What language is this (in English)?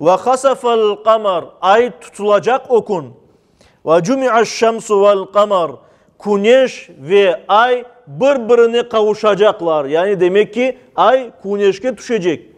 Crimean Tatar